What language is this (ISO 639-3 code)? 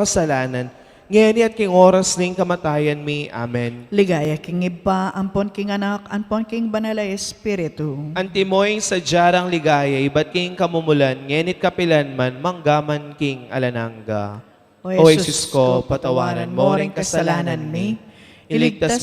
pam